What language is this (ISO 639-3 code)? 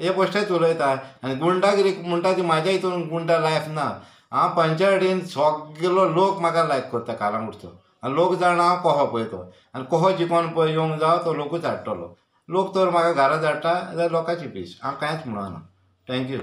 kok